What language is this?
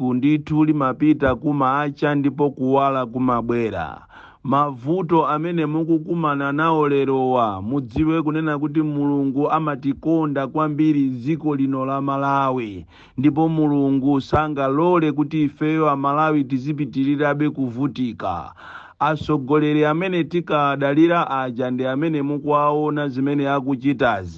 Nyanja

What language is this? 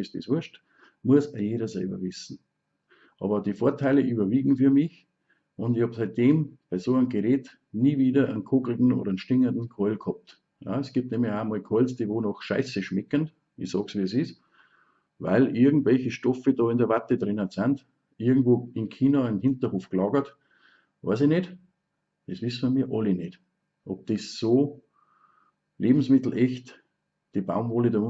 Bavarian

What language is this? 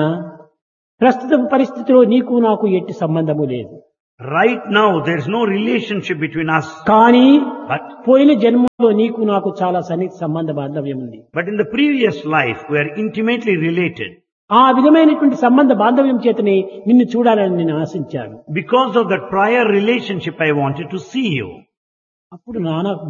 Telugu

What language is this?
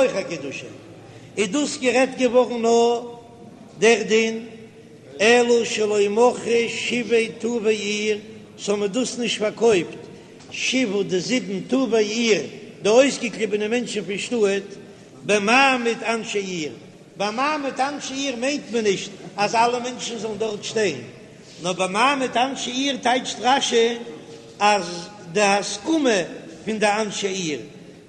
Yiddish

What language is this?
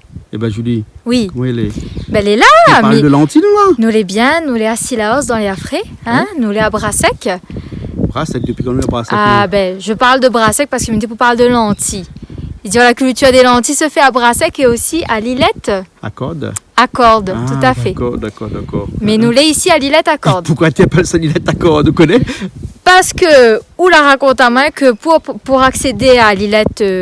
Réunion Creole French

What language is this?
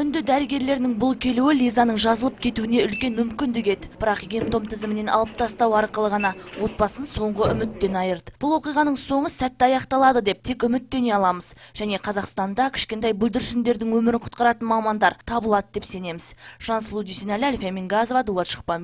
Kazakh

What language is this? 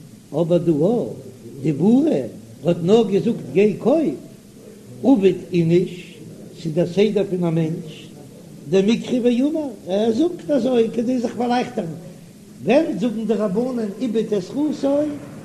Yiddish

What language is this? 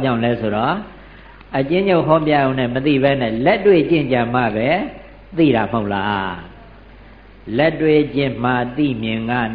Burmese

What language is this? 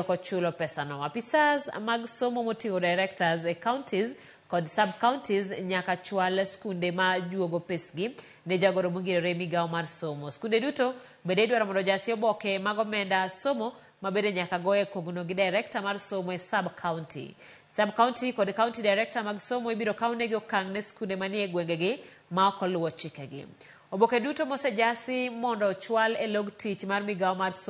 Luo (Kenya and Tanzania)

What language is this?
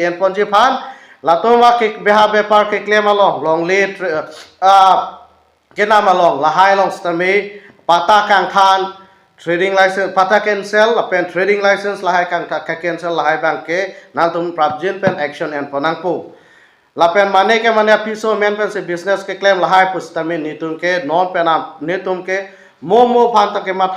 Karbi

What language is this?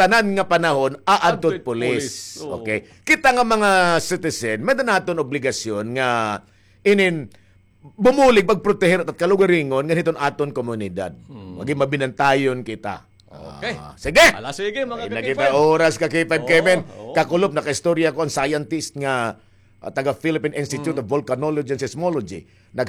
Waray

